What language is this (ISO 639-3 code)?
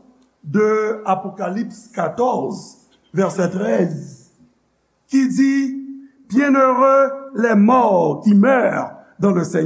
hat